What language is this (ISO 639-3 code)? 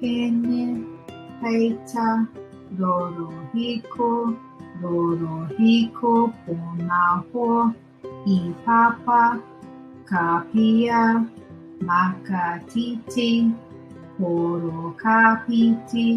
mri